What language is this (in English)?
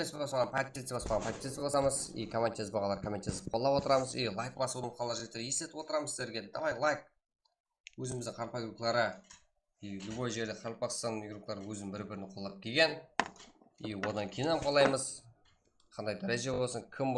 Kara-Kalpak